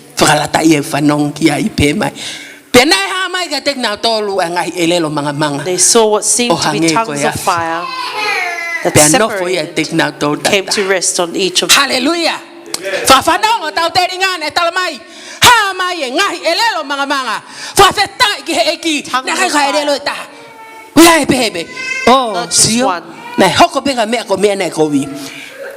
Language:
Tongan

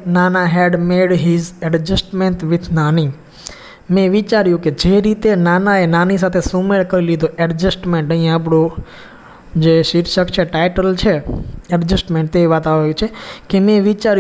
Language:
Gujarati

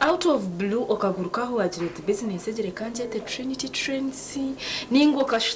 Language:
Nyankole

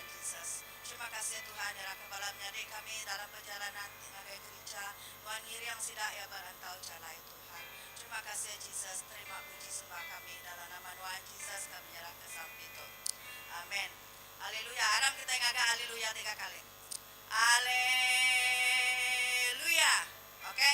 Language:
Iban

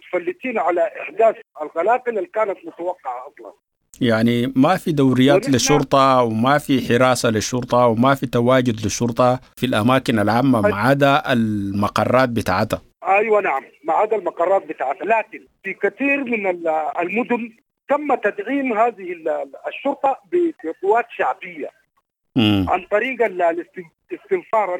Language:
Sudanese Arabic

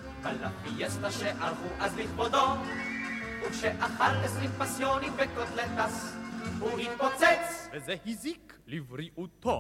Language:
Hebrew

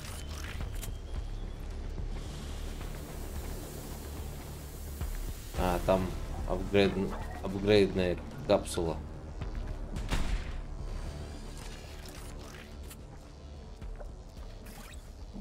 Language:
Russian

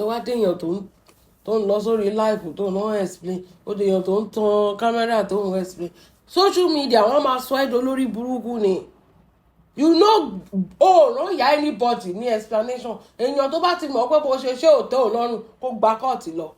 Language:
Yoruba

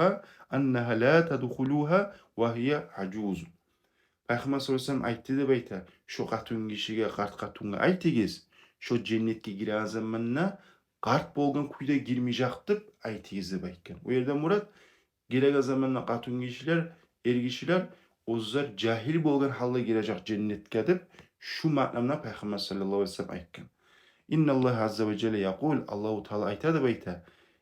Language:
Kumyk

